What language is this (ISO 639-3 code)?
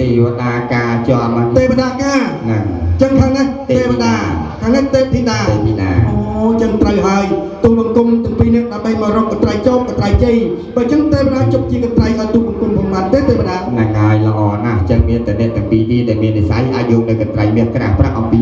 khm